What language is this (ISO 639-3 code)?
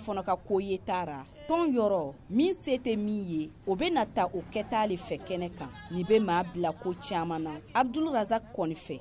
bam